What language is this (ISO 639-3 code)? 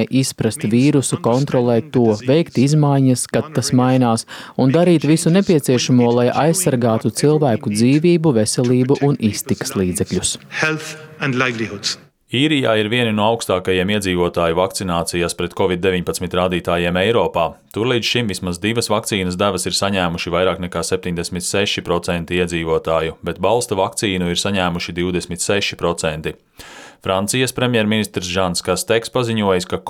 lav